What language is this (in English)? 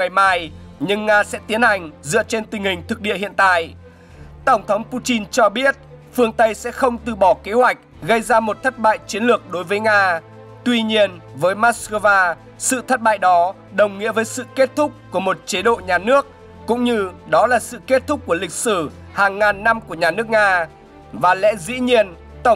Vietnamese